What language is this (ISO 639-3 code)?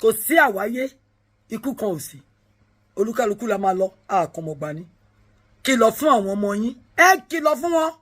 yor